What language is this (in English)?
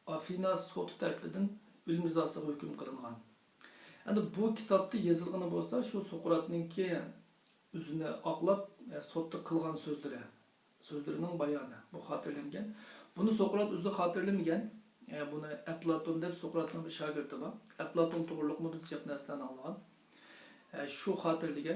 Uyghur